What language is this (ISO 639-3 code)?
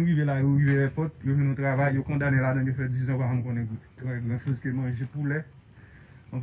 hat